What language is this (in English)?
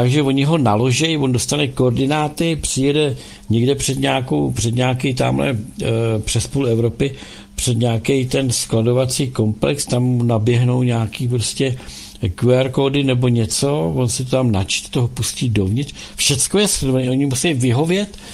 Czech